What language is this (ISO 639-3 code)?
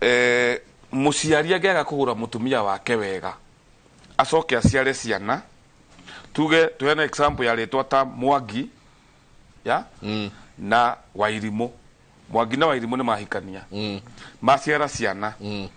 kik